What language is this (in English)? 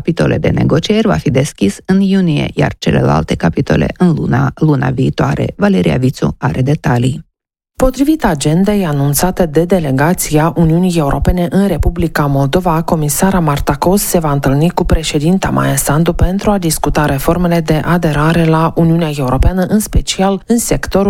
Romanian